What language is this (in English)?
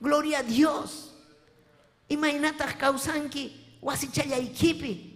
Ayacucho Quechua